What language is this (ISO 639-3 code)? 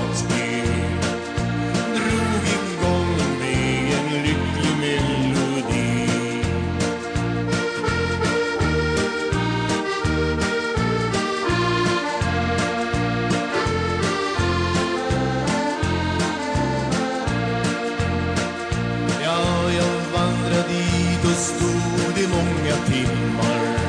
swe